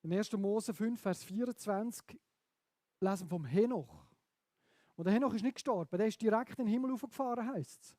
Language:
Swiss German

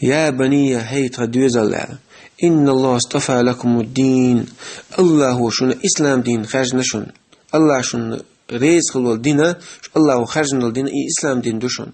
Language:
Chechen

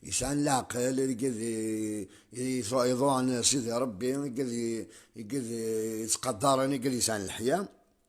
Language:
Kabyle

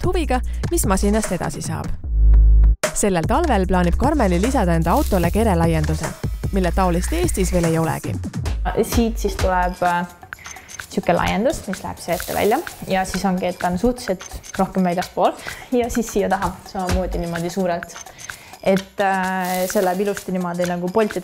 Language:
Estonian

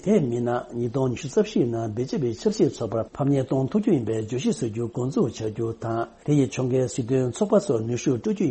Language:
Tibetan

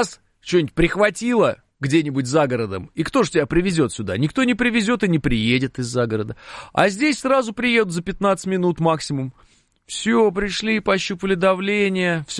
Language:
Russian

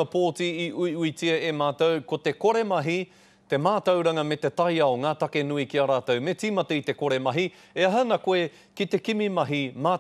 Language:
Māori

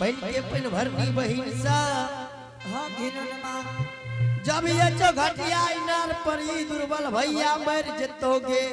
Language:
Angika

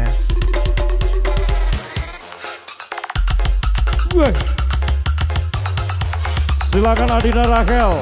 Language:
Indonesian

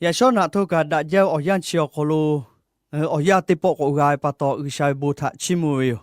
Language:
Lahu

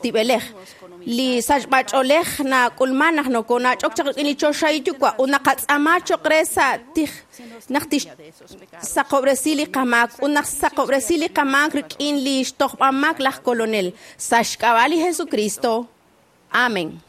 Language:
Kekchí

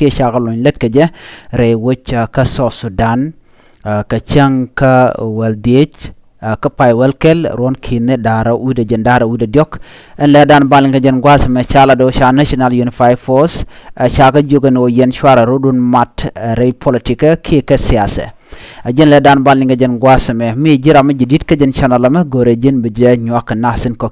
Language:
Nuer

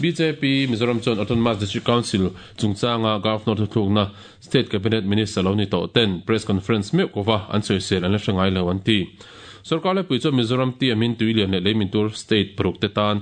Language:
Mizo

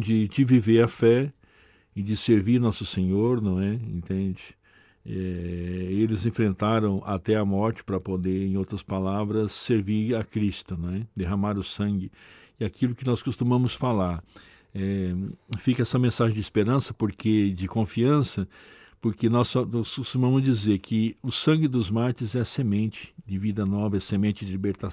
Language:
Portuguese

